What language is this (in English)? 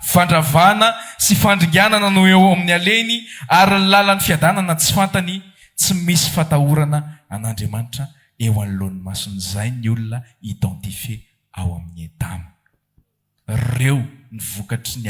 Malagasy